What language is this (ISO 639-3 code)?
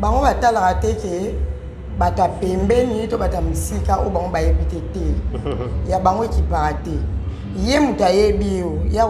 lin